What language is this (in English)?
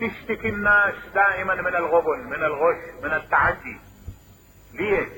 Mesopotamian Arabic